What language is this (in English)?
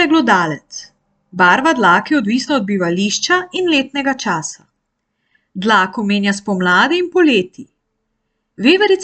Slovenian